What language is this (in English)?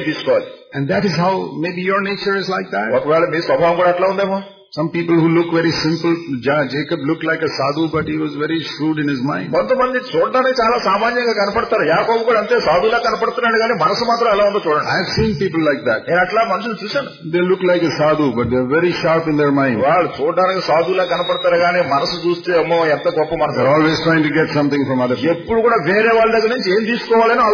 Telugu